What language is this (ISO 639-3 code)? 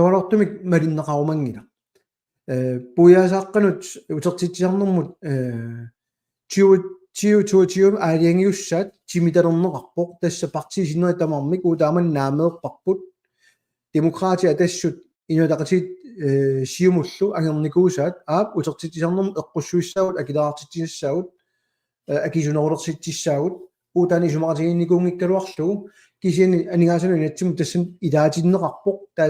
kal